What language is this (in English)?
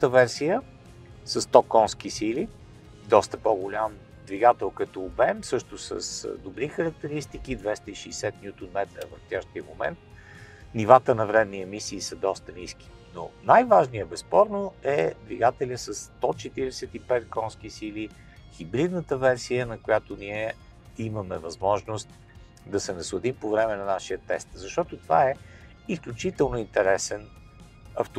Bulgarian